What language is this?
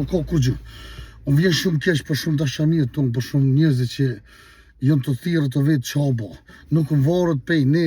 Albanian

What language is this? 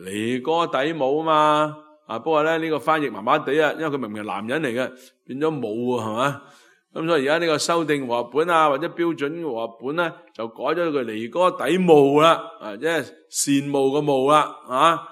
Cantonese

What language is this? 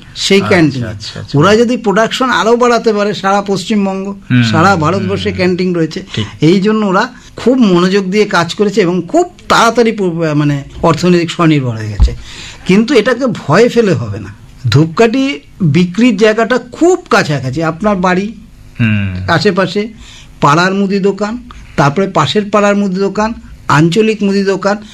Bangla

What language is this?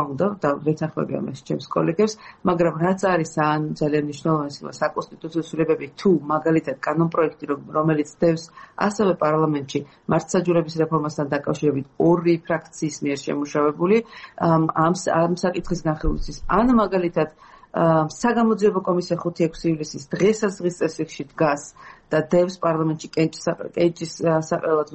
Georgian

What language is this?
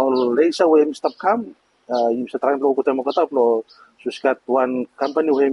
Bislama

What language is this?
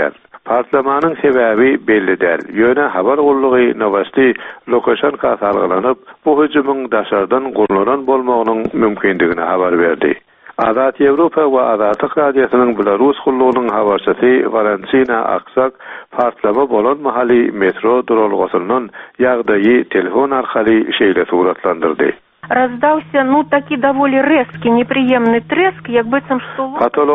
Turkmen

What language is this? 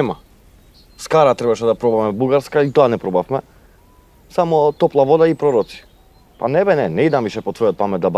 Macedonian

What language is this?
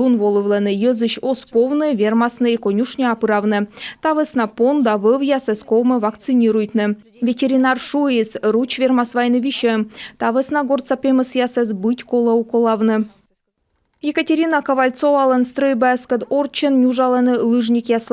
Komi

